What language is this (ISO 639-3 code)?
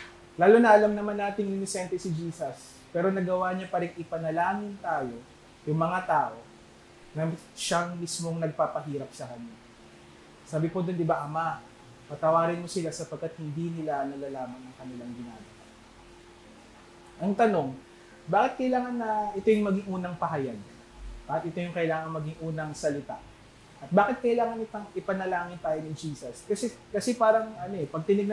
fil